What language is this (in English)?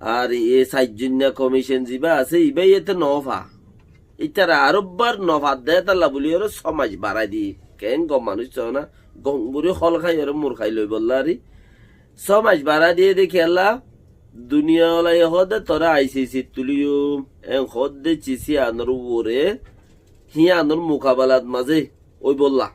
Rohingya